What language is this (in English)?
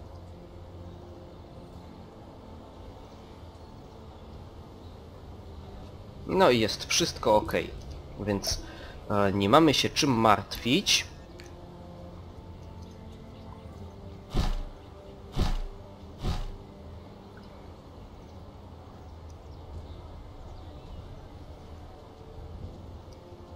Polish